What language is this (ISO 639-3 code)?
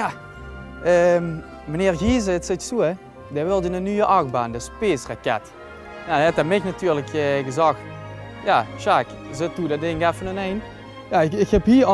lim